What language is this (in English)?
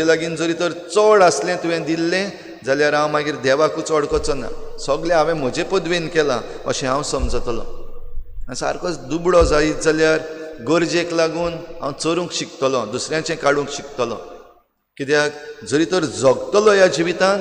Konkani